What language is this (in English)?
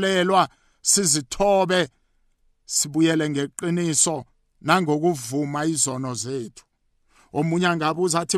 South Ndebele